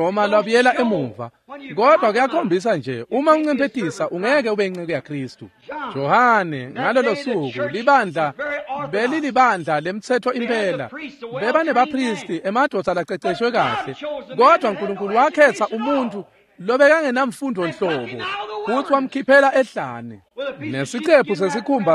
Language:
Swati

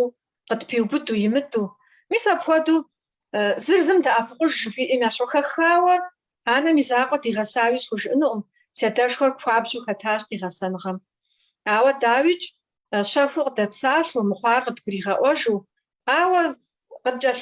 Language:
Kabardian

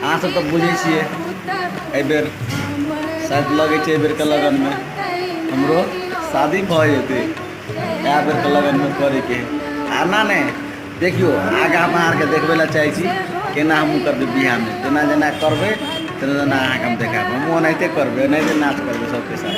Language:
Maithili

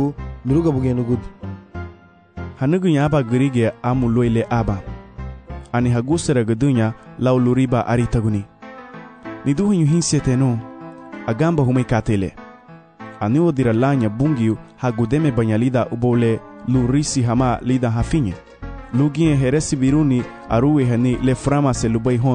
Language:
Garifuna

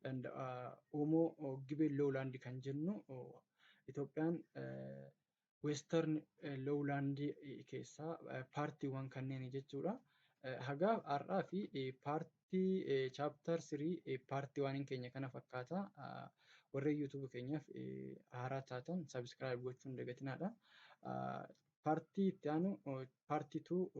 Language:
Oromo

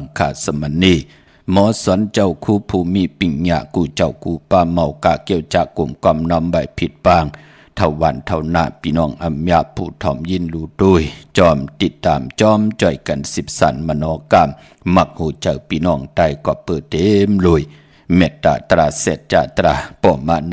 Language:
Shan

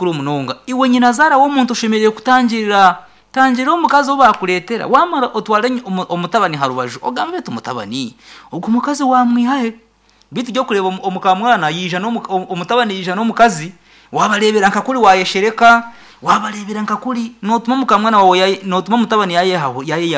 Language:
Nyankole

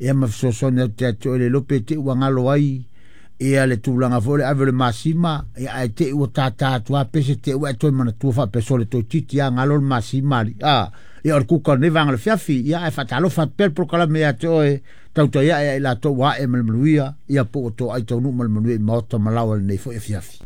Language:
Samoan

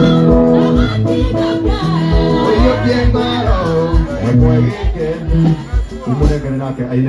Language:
Kikuyu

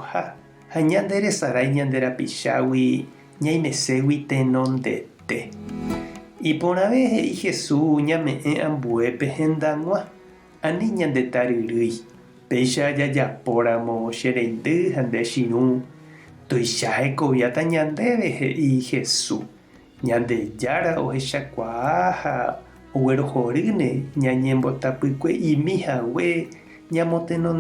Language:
Guarani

